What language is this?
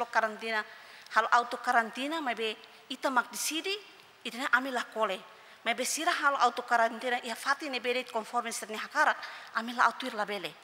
Tetum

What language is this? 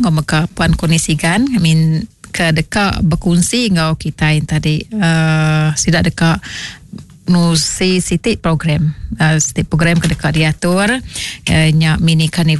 Iban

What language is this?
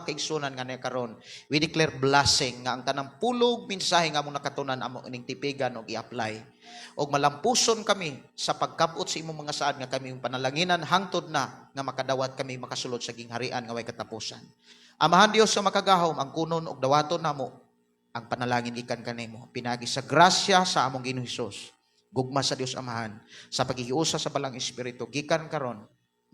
Cebuano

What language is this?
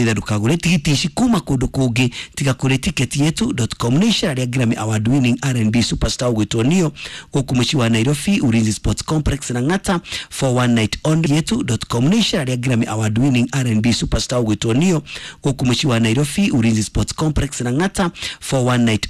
Kikuyu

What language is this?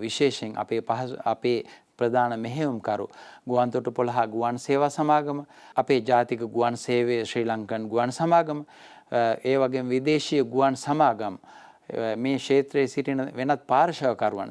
Sinhala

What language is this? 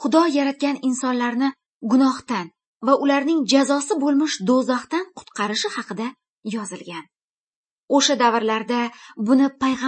Uzbek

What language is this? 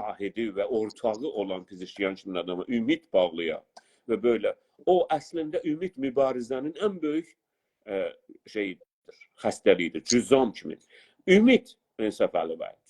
South Azerbaijani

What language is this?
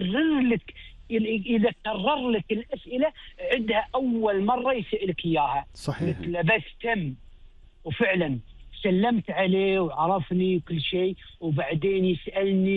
Gulf Arabic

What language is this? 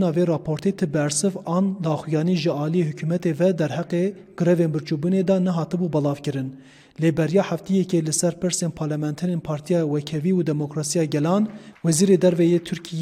Kurdish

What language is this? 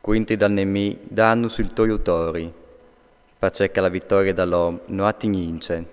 Friulian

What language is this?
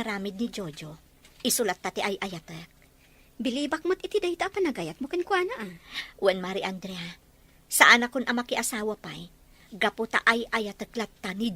Iloko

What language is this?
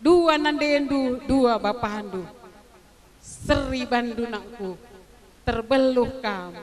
Batak Karo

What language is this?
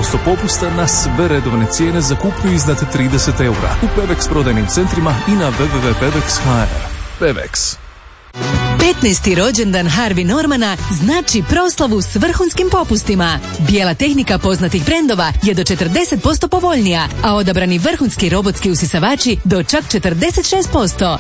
Croatian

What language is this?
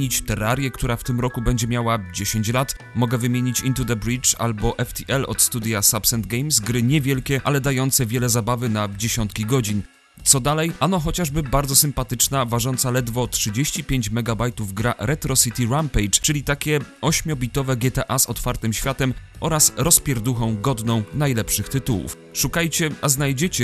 Polish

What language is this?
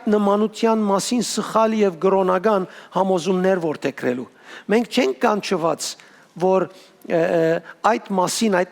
Western Armenian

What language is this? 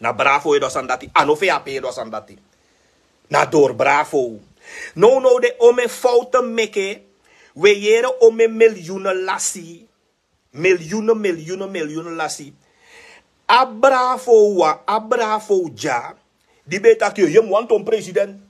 Sranan Tongo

